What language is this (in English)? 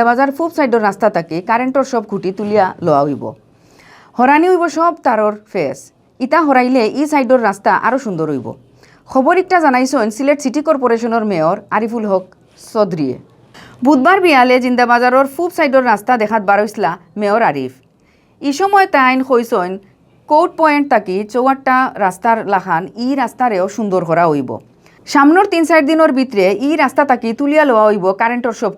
Sylheti